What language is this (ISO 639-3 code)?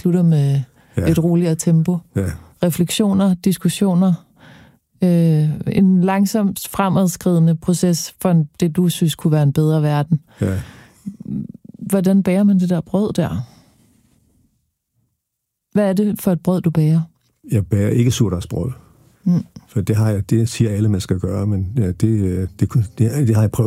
dan